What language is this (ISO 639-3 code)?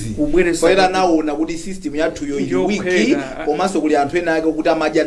nya